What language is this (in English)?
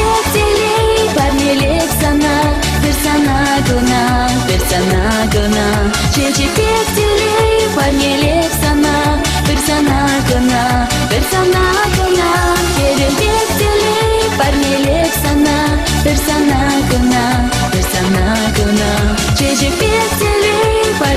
Chuvash